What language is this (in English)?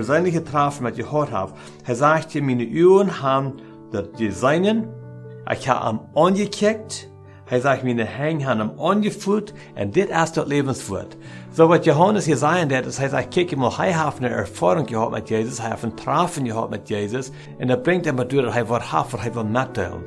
Plautdietsch